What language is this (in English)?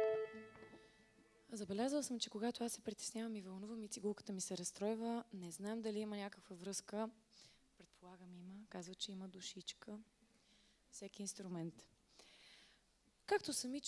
Bulgarian